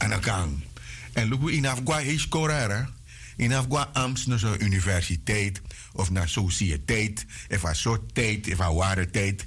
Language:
Sranan Tongo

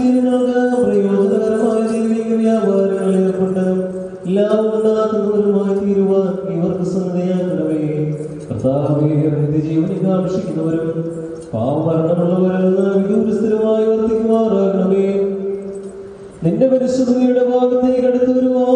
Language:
Malayalam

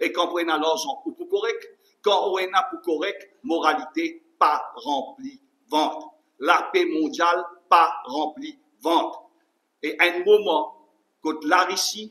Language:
Morisyen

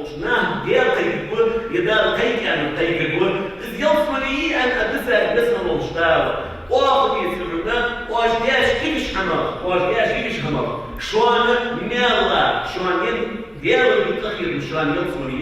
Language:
Ingush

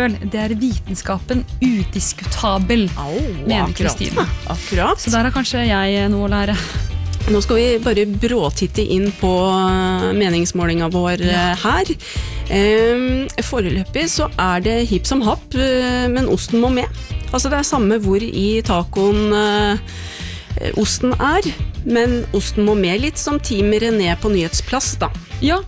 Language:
Norwegian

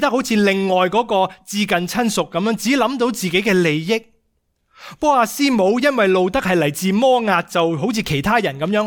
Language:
Cantonese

